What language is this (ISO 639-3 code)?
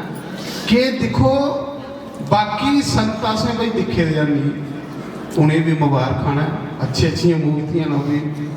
doi